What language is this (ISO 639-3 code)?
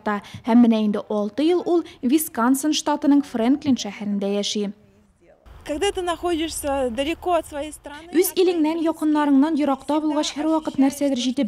tat